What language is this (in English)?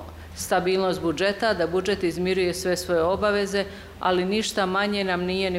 Bosnian